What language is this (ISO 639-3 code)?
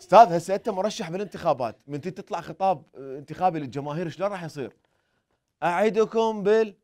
acm